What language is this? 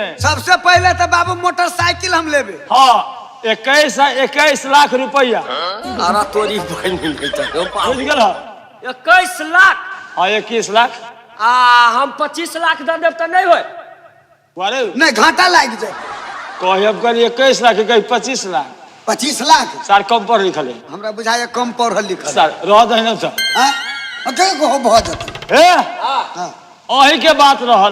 Maithili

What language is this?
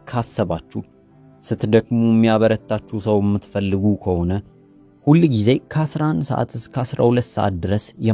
Amharic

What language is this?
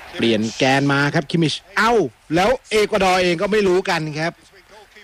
Thai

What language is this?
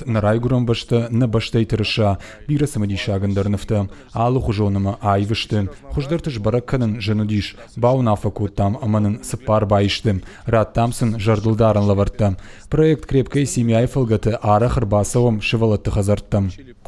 Ossetic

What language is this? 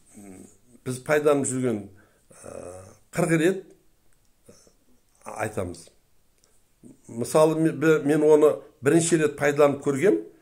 Kazakh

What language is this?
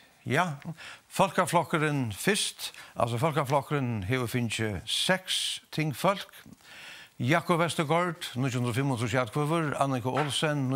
Faroese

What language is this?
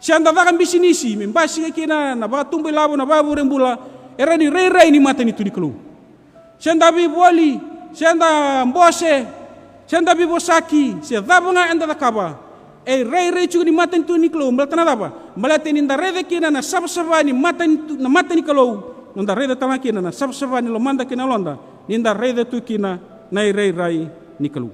Fijian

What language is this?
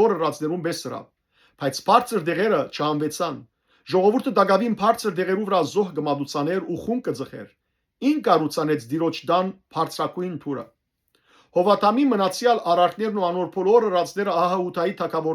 Western Armenian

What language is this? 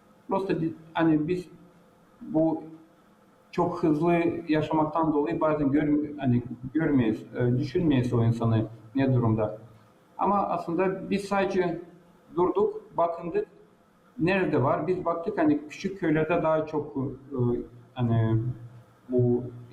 Gagauz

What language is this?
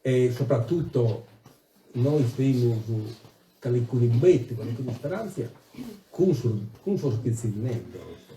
Sardinian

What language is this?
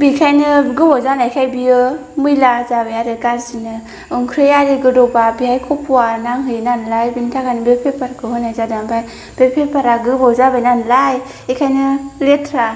Bodo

